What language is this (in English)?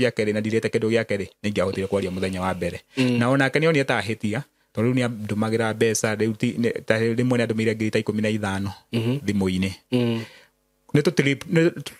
Kikuyu